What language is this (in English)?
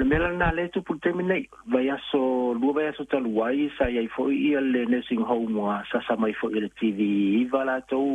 Samoan